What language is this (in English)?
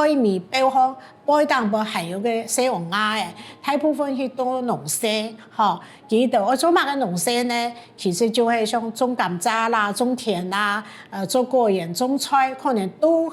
Hakka Chinese